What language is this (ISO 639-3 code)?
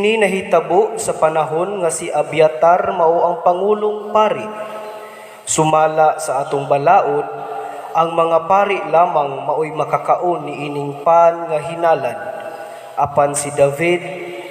ceb